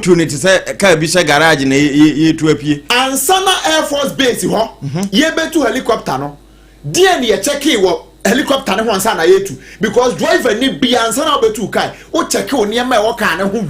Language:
Akan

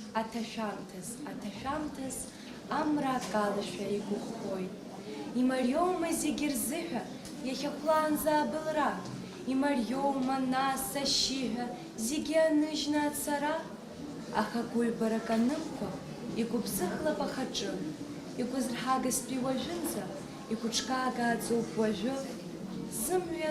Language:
Abkhazian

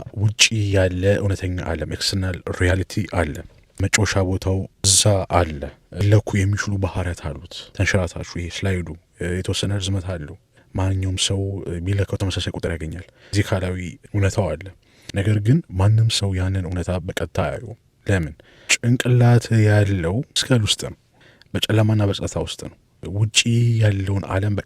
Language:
Amharic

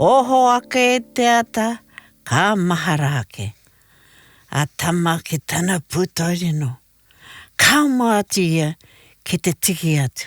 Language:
Māori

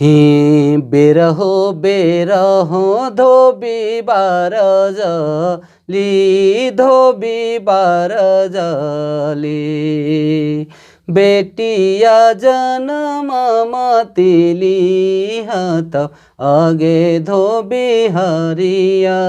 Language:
Sadri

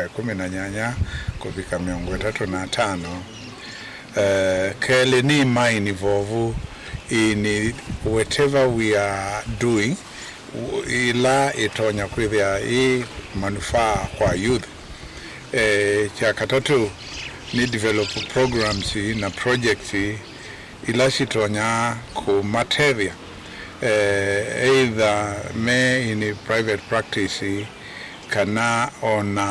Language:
Kamba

